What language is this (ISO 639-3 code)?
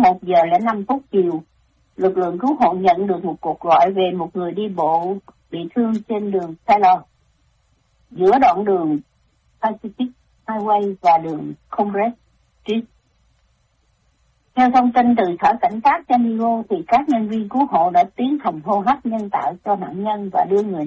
vie